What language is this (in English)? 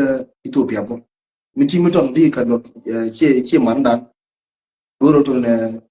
Nuer